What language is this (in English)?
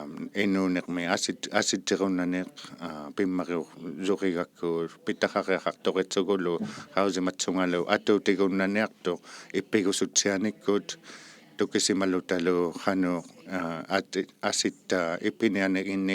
Inuktitut